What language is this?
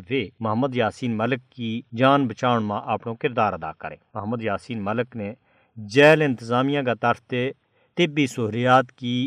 Gujari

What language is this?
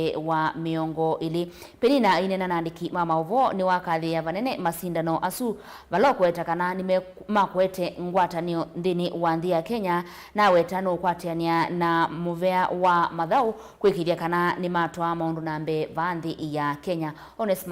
Kamba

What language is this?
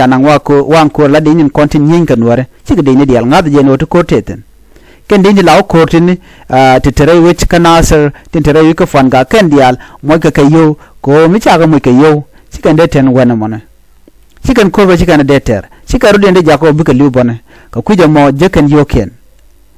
Nuer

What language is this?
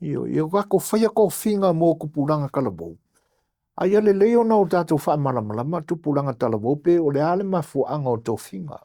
Samoan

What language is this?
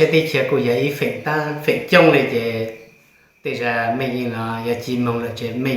Hmong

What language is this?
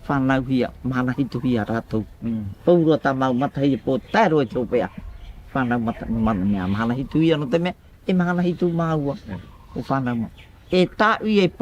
Tahitian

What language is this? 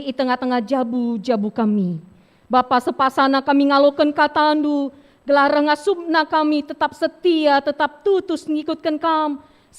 Batak Karo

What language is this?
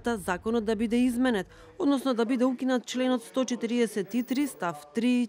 Macedonian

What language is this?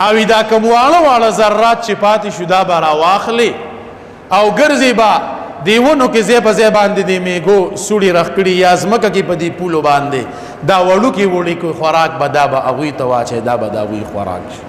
Pashto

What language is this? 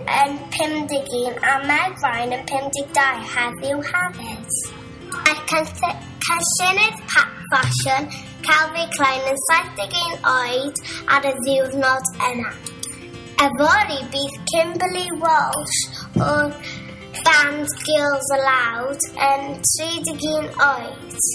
Welsh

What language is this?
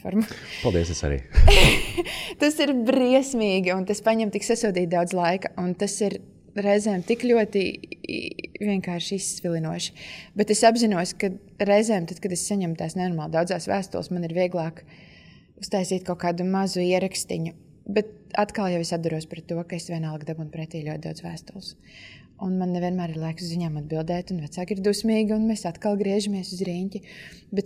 Latvian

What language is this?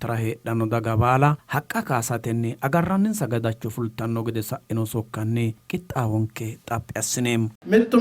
Sidamo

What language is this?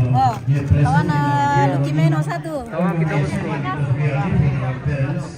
Toraja-Sa'dan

